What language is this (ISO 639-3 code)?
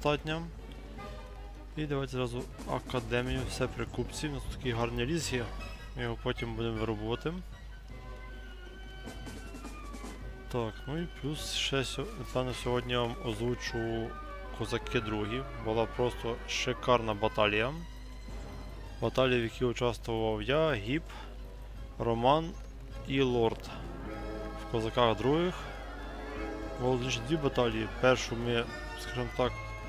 ukr